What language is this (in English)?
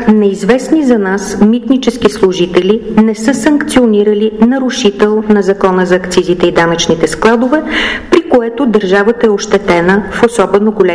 Bulgarian